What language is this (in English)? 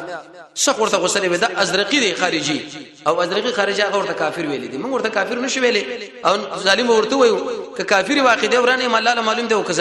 Pashto